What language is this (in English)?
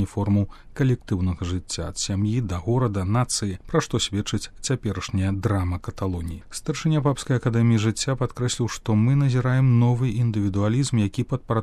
Belarusian